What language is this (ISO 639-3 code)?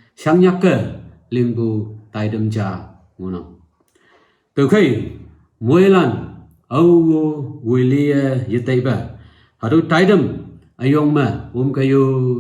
nag